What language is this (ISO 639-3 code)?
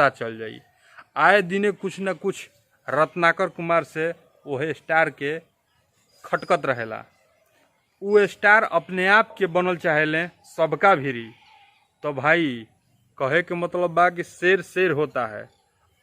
bho